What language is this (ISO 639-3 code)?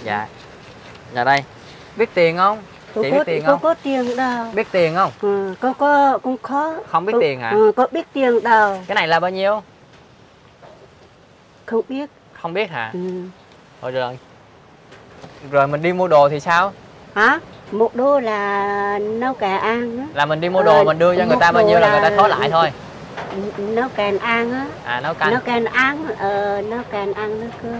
vie